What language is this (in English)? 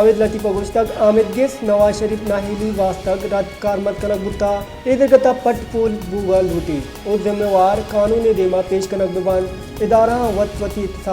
Baluchi